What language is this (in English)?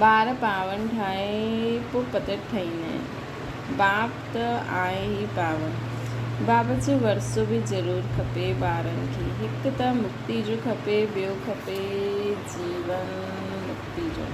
Sindhi